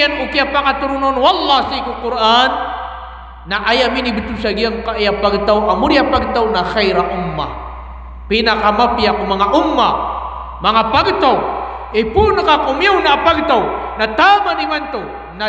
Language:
Maranao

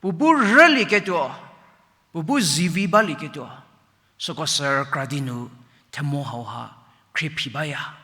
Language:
Angami Naga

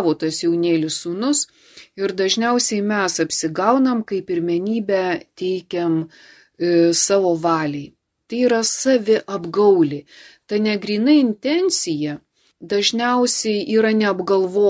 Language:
Lithuanian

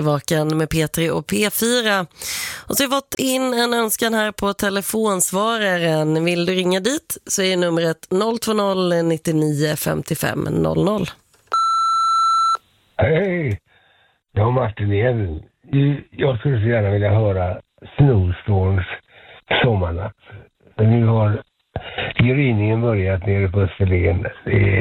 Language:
Swedish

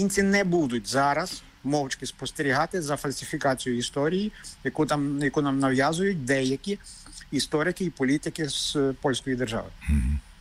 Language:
Ukrainian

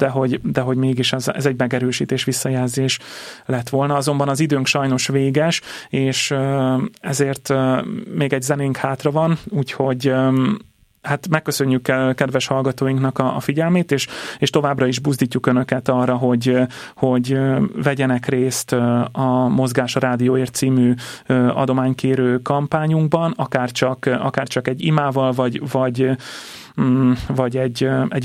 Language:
Hungarian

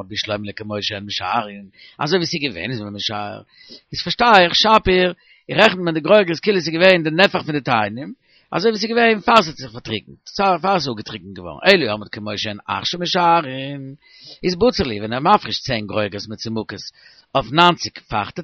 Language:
Yiddish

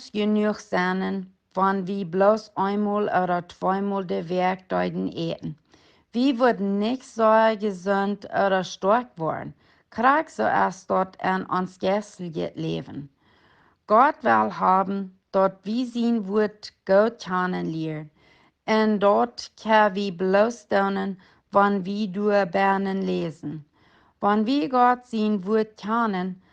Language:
Plautdietsch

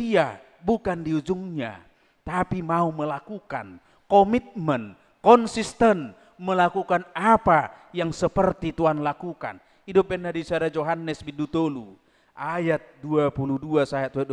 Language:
Batak Toba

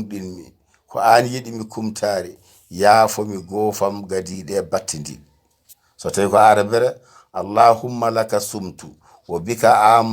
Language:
Fula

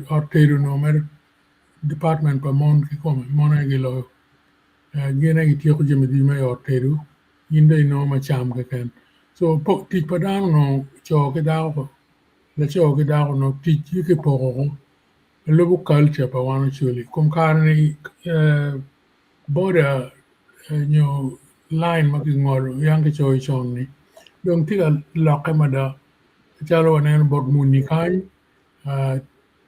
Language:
Acoli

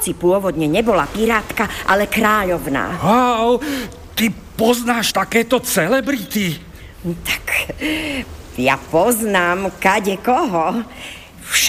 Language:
Slovak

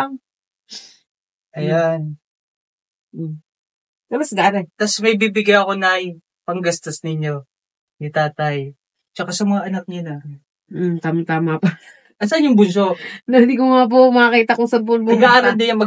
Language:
Filipino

